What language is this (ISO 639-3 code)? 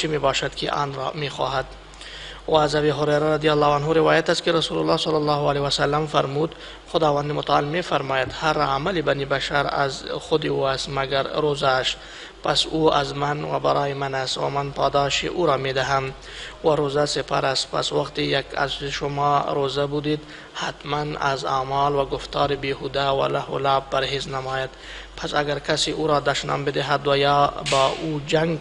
fas